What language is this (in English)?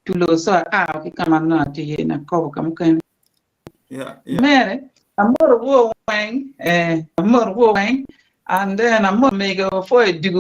Acoli